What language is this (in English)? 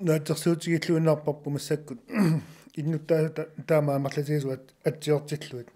Kalaallisut